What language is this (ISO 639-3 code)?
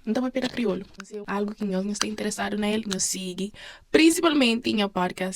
kea